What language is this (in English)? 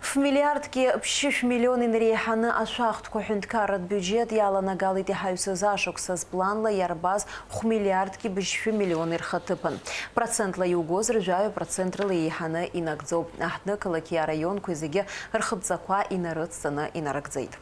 Abkhazian